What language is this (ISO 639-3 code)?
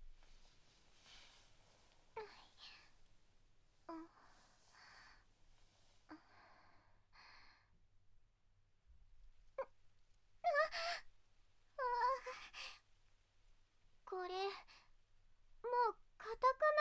jpn